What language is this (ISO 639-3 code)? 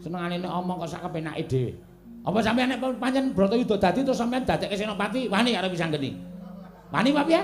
jav